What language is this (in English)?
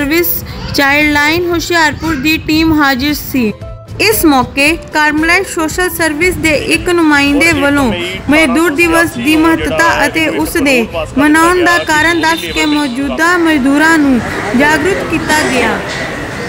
Punjabi